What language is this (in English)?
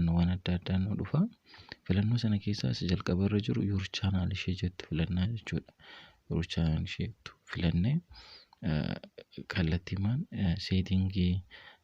Oromo